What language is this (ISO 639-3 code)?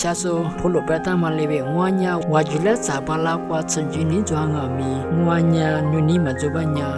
lis